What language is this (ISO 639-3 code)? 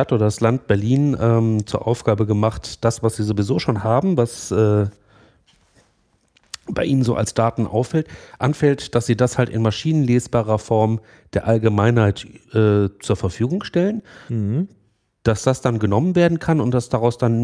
deu